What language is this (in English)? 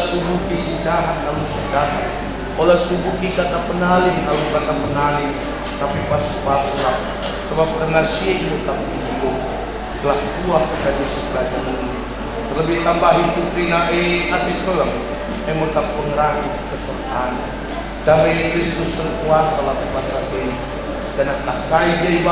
Batak Karo